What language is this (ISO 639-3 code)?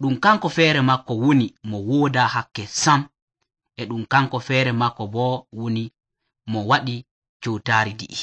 fuv